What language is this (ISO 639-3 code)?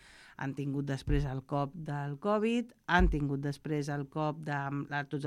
cat